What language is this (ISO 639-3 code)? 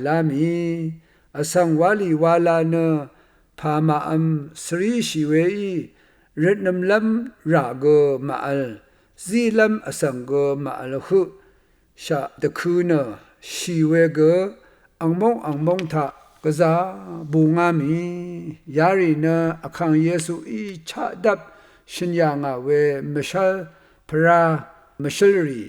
raw